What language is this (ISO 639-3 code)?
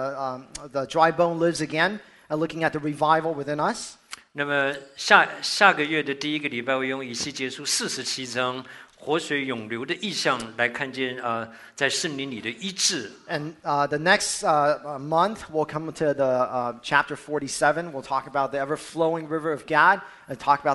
zho